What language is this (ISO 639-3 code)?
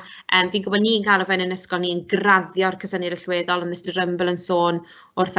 cym